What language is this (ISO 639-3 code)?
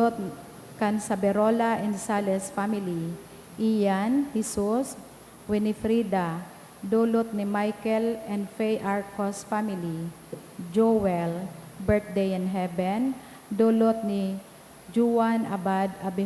bik